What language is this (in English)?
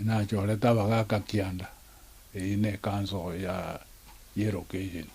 Gusii